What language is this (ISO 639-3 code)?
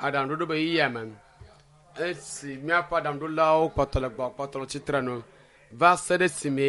ewe